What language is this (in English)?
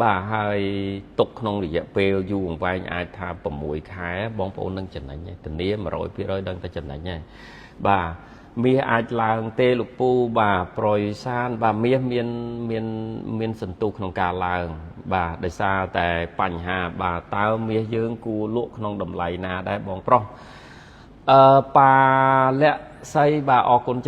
Khmer